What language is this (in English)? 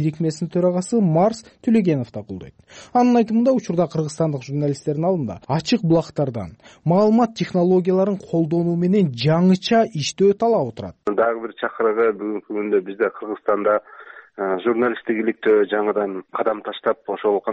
Kyrgyz